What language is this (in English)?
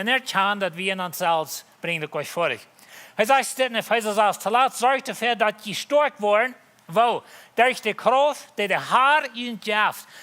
Plautdietsch